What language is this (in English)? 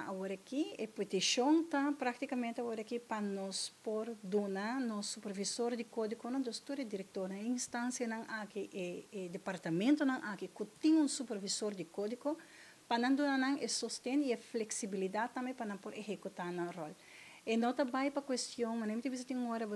Papiamento